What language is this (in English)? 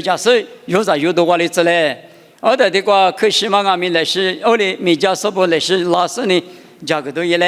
Lisu